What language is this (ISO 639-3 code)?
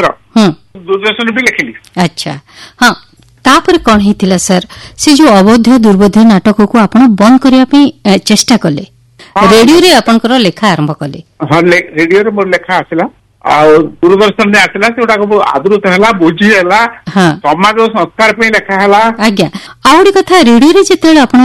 ori